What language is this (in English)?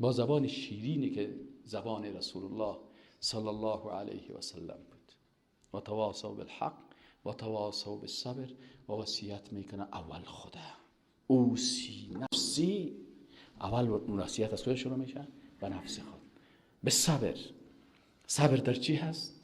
Persian